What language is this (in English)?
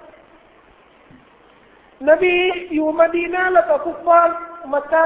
Thai